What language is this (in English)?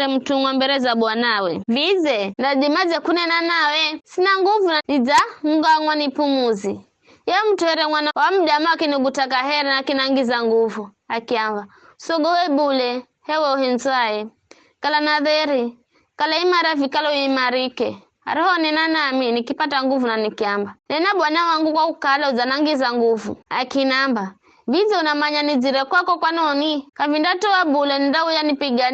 Giryama